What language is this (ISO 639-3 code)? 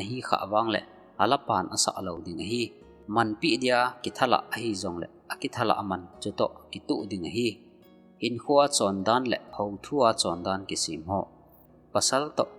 tcz